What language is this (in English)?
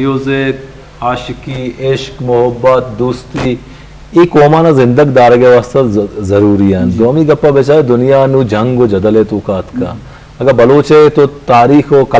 Eastern Balochi